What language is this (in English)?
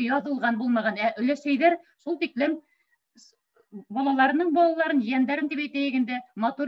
Bashkir